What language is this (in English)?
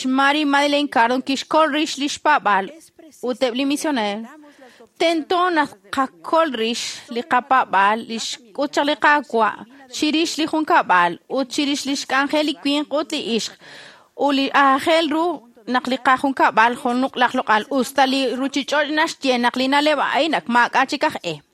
Kekchí